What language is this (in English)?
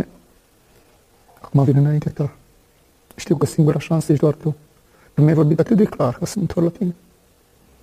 Romanian